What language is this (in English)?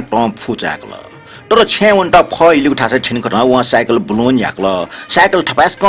Newari